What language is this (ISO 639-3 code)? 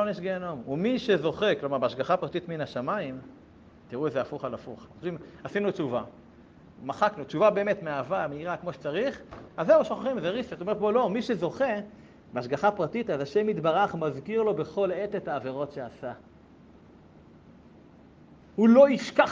heb